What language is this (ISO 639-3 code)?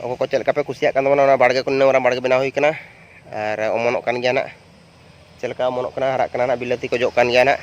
sat